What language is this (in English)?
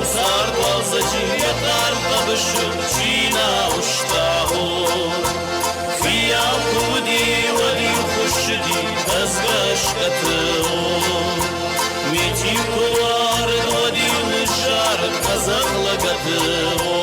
Ossetic